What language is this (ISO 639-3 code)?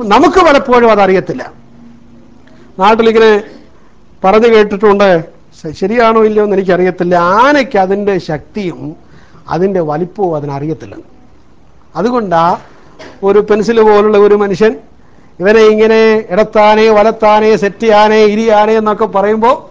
mal